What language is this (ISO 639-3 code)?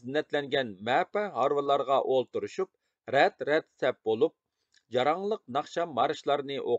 uig